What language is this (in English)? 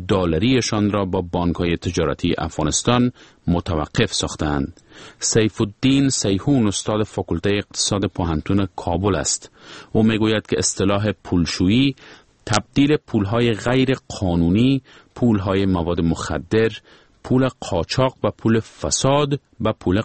Persian